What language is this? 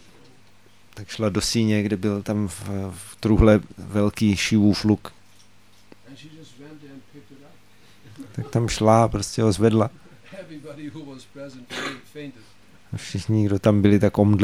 Czech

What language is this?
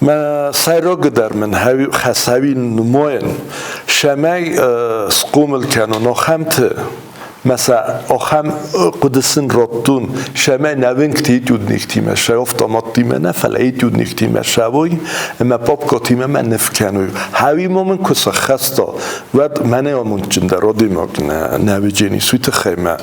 Ossetic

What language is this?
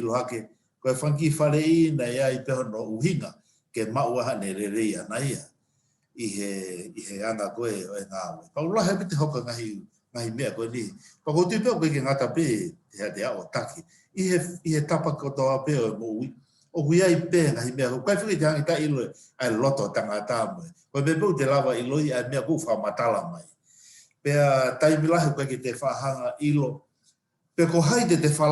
Tongan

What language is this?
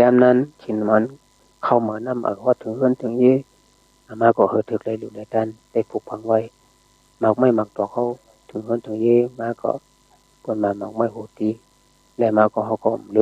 Shan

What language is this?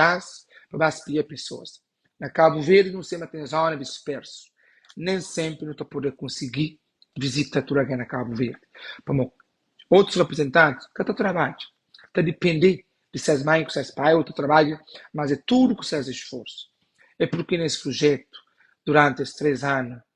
Kabuverdianu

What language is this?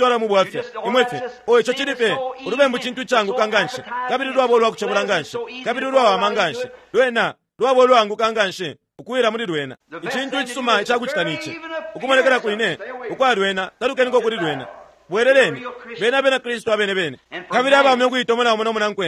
Bemba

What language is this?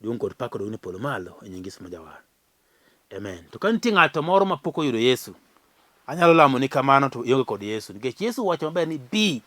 Luo (Kenya and Tanzania)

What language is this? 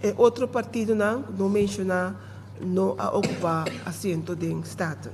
Papiamento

